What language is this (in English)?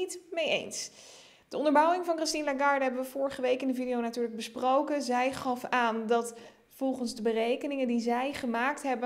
Dutch